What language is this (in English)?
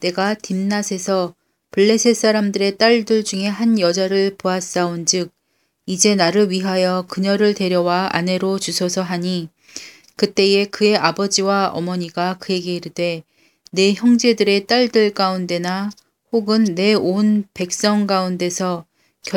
Korean